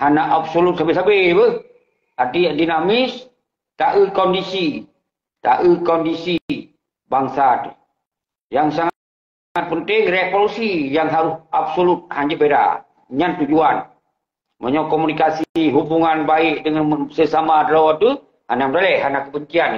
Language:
Achinese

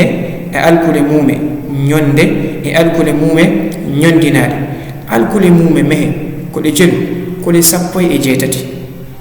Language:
Fula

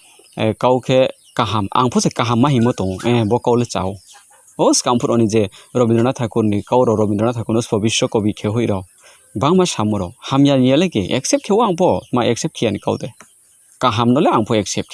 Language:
Riang (India)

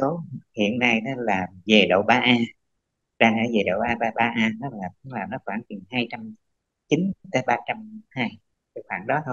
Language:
Vietnamese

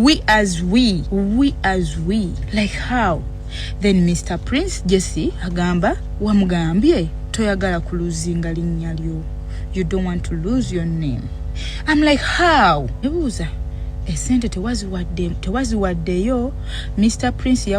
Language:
Ganda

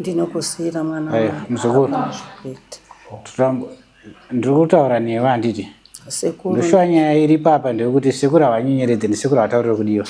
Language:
Shona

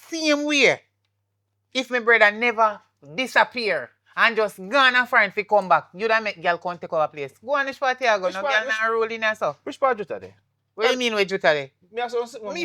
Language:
Jamaican Creole English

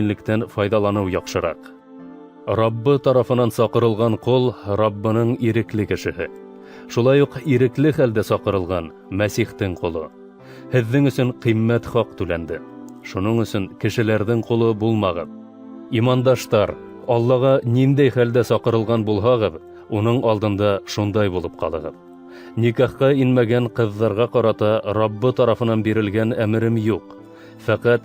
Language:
Bashkir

